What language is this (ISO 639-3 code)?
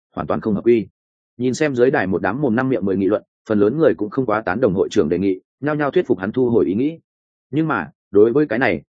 vie